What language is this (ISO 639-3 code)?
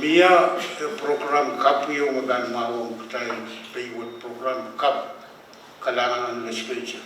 pon